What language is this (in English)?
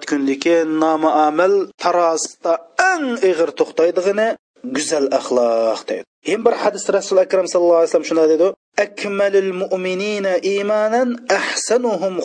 Uyghur